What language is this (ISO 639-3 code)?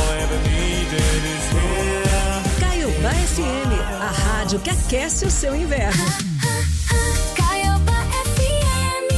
por